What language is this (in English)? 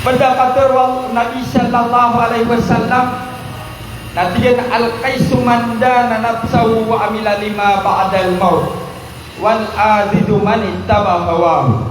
Maranao